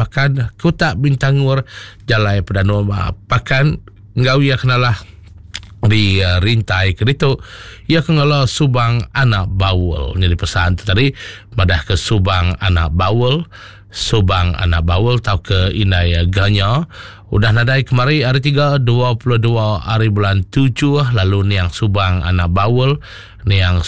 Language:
Iban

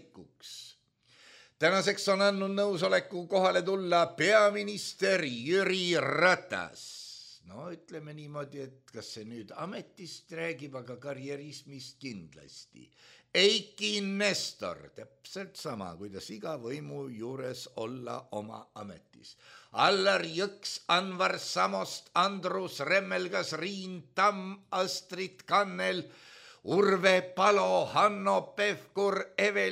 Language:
Estonian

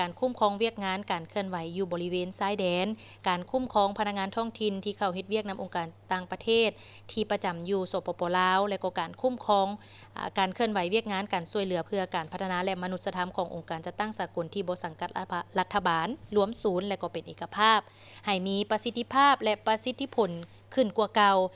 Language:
Lao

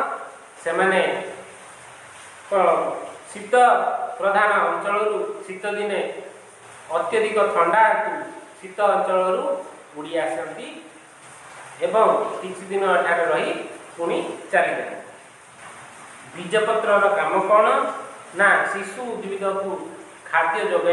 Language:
Odia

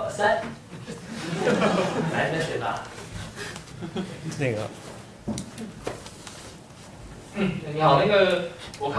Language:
Chinese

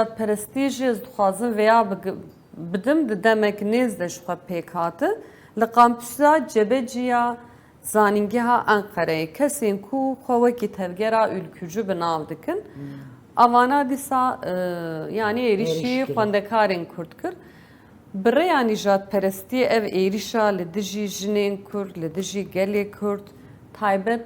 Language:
Kurdish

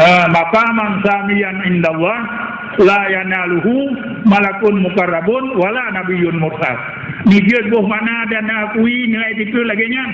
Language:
Achinese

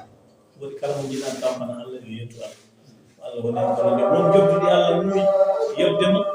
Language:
Fula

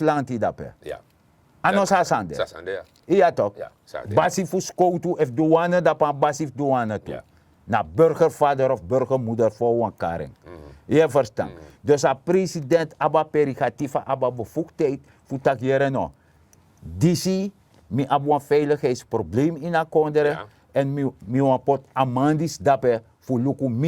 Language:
Sranan Tongo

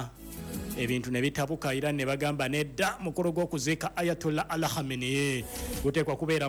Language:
Ganda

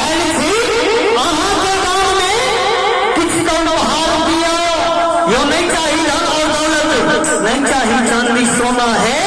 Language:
Maithili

